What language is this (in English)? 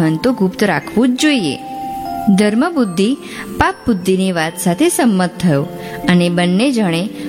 Gujarati